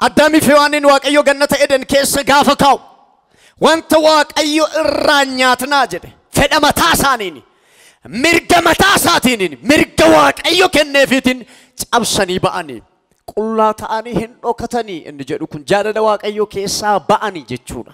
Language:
Oromo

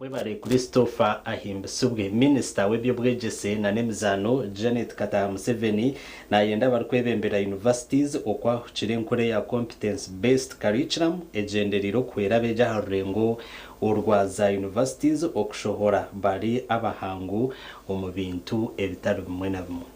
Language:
Nyankole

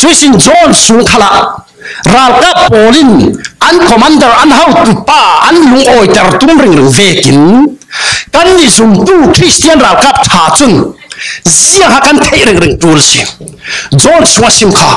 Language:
Falam Chin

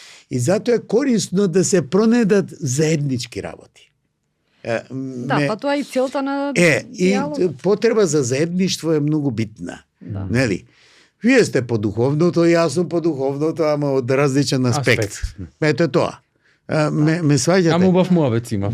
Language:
Macedonian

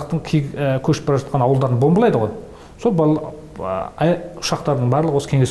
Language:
Kazakh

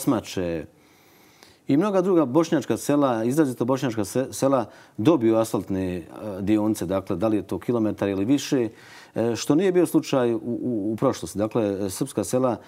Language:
Bosnian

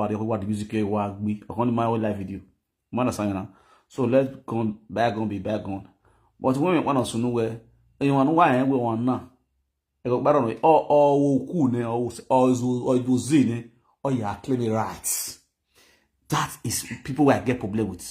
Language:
Nigerian Pidgin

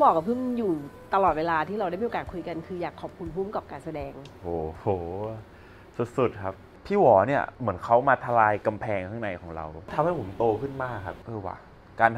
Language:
Thai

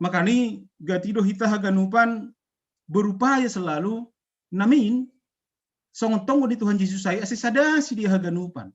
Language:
Batak Simalungun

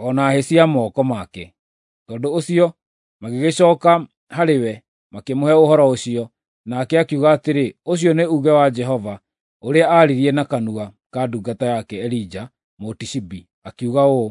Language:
Kikuyu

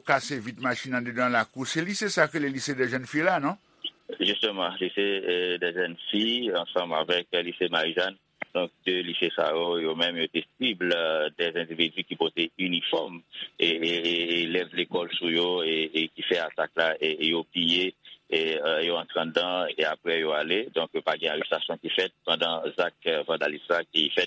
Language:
Haitian Creole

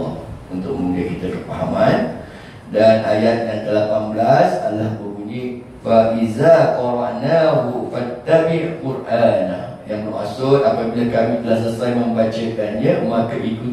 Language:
Malay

